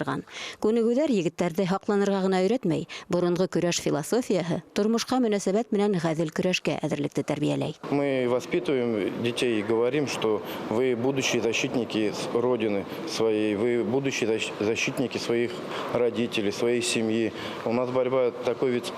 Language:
Bashkir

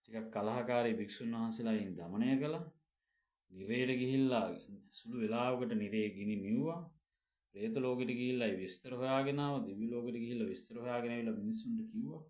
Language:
Sinhala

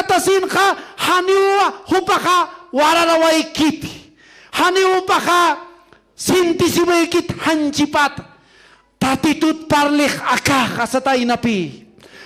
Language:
Aymara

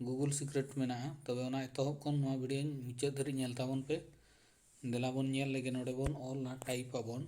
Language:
Santali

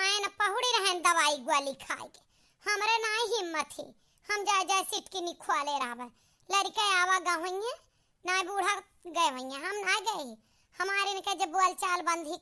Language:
Awadhi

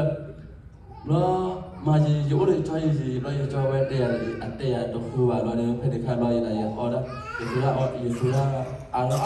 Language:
S'gaw Karen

